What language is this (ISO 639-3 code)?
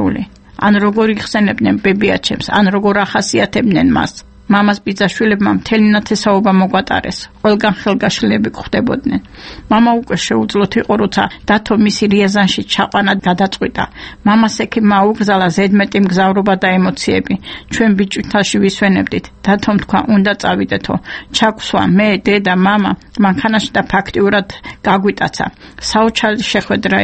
kat